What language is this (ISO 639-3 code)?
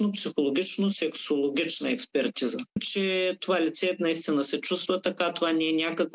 bul